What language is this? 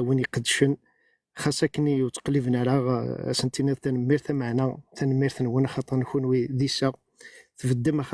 Kabyle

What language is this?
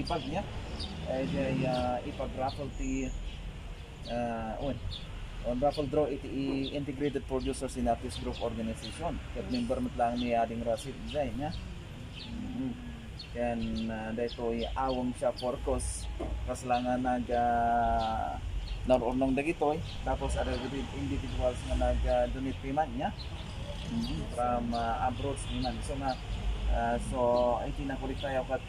Iloko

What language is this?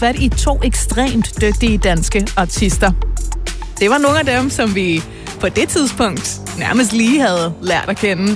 Danish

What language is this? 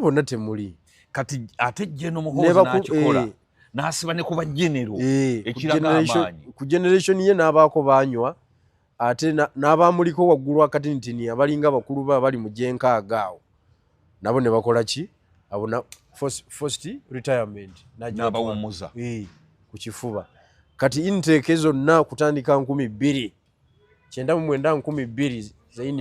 Ganda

